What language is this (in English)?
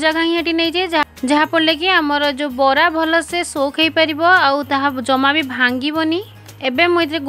Odia